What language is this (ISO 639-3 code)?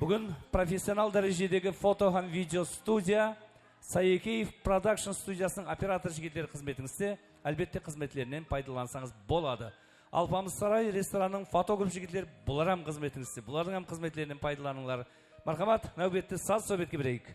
kaa